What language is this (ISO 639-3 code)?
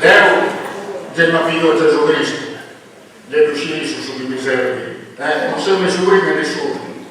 srd